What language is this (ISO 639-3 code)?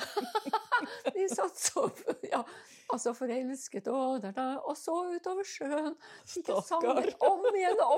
nor